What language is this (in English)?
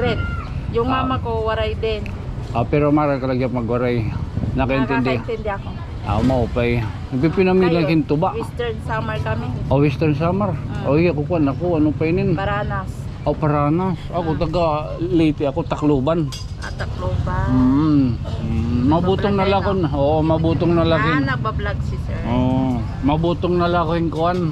Waray